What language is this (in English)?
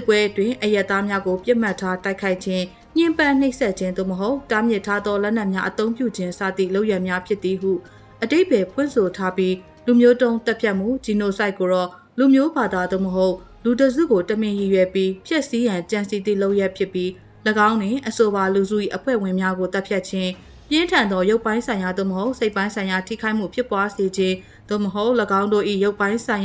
Burmese